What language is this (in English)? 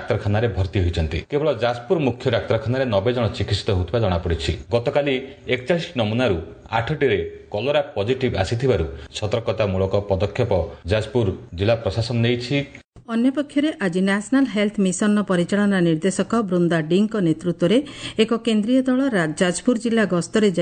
Odia